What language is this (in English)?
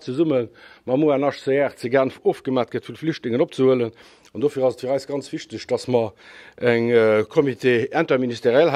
Luxembourgish